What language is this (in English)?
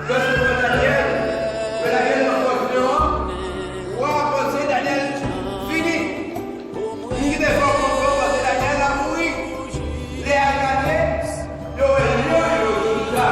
Haitian Creole